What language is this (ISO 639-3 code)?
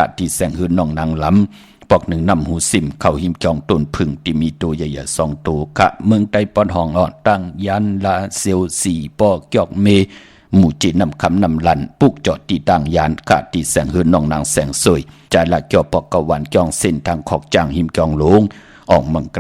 shn